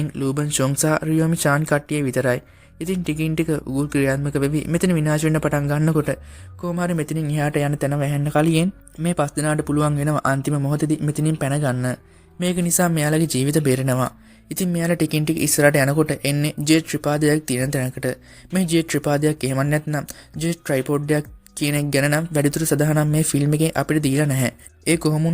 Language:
Sinhala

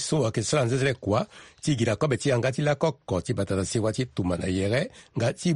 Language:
Sango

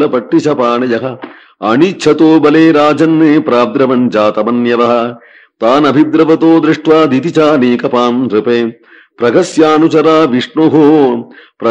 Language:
Sanskrit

